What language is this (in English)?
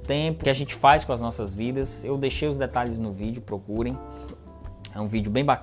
Portuguese